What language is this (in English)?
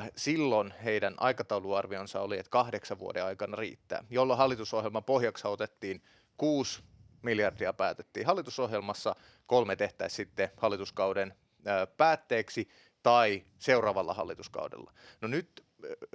Finnish